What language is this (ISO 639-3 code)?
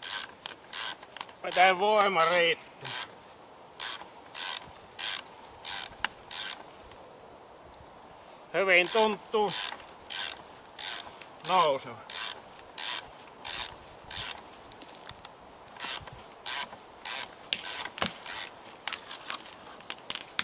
fin